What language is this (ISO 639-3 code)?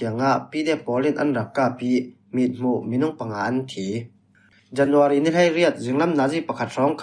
cfm